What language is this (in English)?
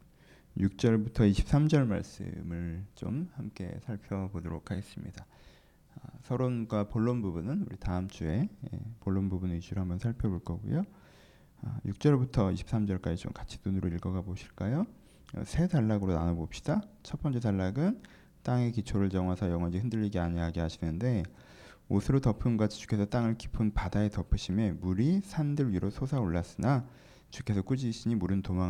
Korean